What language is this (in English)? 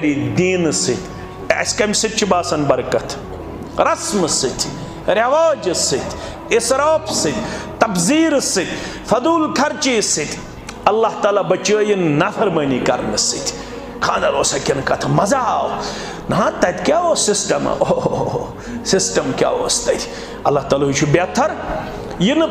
Kashmiri